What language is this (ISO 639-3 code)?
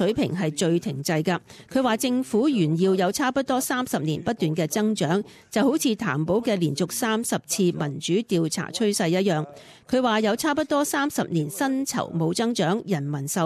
yue